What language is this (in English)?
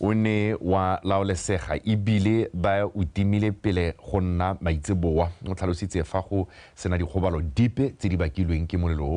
Tswana